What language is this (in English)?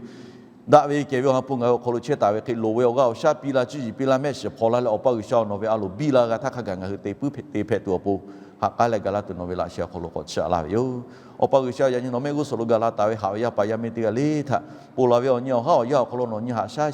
Lahu